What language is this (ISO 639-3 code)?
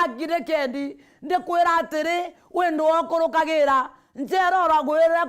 mer